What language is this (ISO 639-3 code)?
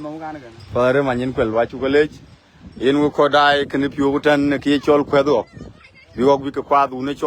din